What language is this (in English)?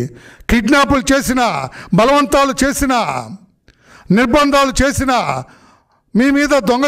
Telugu